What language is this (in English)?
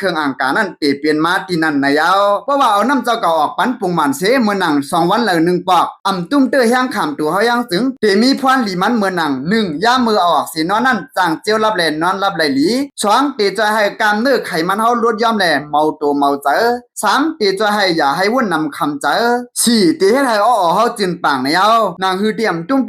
Shan